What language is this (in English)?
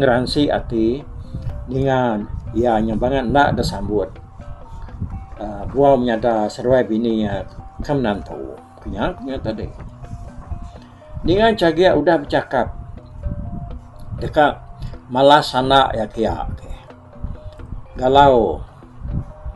Iban